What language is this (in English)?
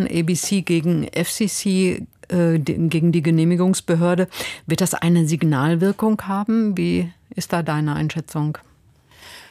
German